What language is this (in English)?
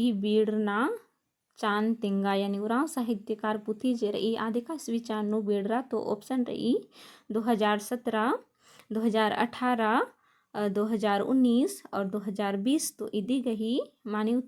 Kurukh